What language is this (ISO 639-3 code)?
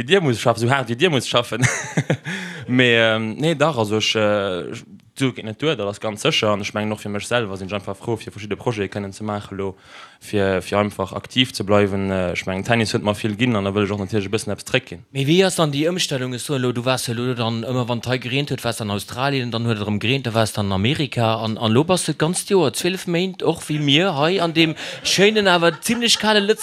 ltz